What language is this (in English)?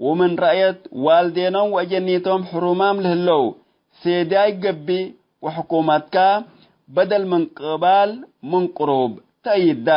Tigre